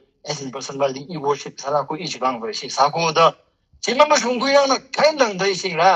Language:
Tangkhul Naga (India)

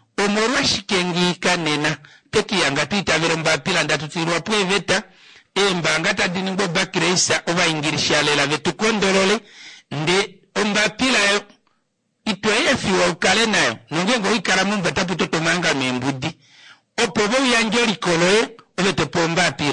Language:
Kuanyama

